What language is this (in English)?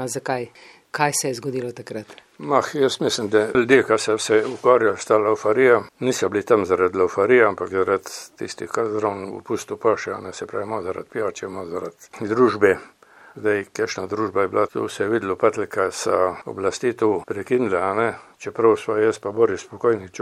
Slovenian